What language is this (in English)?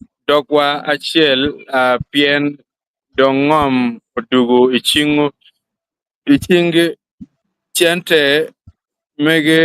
Acoli